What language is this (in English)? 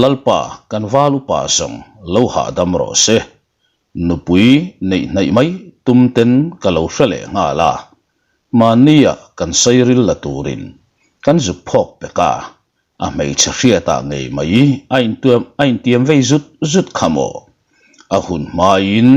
Mizo